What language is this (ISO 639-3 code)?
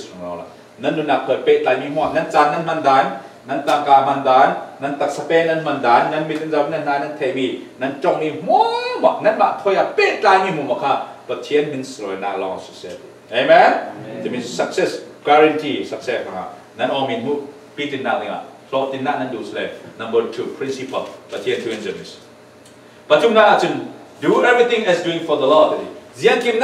cfm